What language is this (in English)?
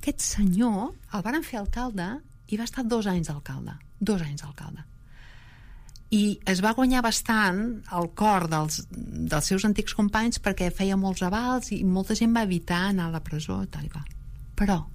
Catalan